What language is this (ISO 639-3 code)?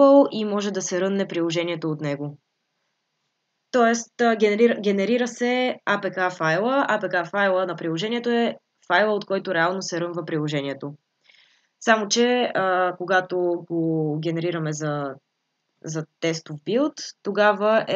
bul